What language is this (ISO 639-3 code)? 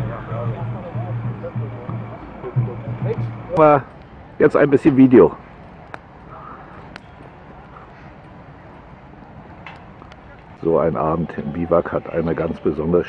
deu